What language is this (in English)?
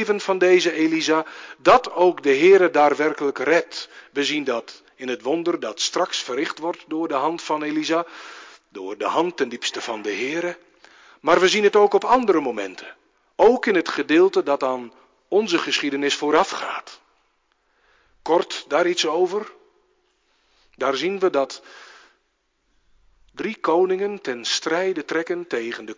Dutch